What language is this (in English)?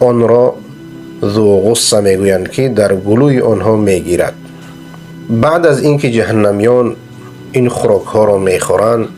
Persian